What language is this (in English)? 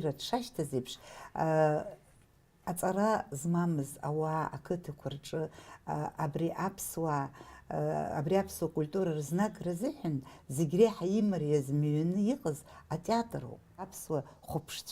Abkhazian